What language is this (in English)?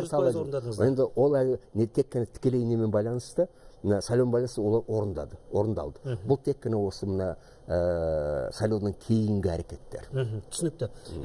Kazakh